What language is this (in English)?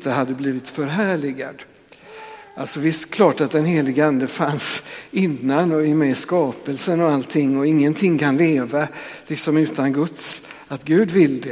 Swedish